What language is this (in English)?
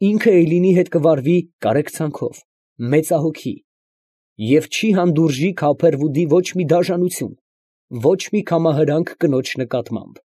Armenian